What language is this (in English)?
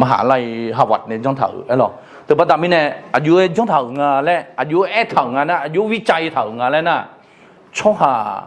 Akha